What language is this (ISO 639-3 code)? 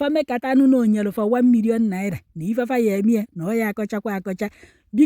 ibo